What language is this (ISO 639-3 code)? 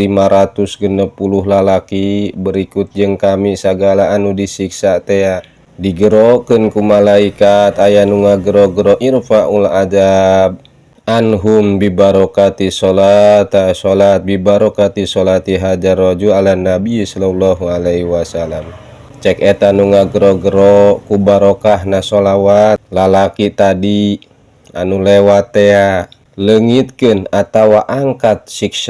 sun